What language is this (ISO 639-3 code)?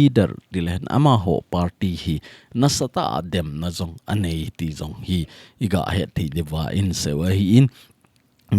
tcz